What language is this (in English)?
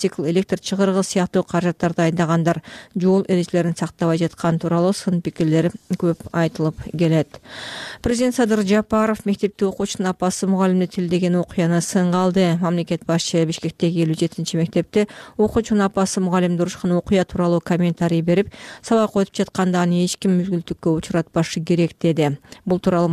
Kyrgyz